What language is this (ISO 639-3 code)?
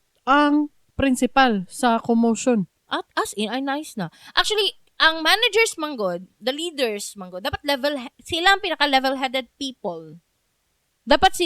ceb